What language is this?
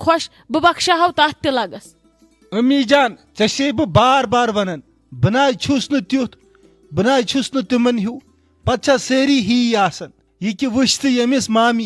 Kashmiri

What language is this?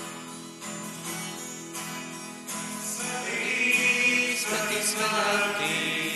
Slovak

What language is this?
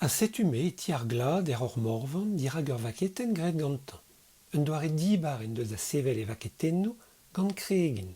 Breton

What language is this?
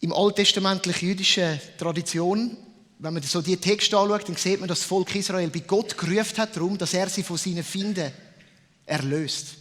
Swiss German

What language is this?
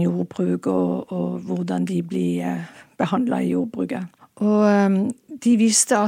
Norwegian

